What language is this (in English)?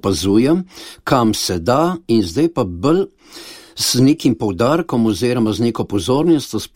Slovenian